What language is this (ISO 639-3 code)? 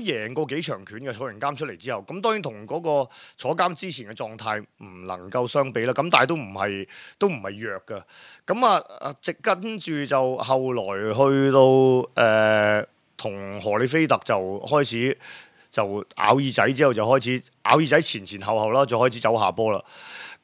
yue